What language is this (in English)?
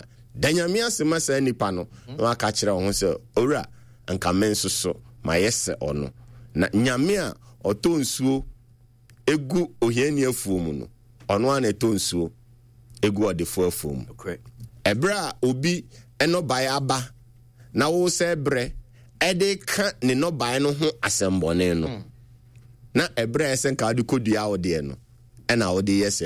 Akan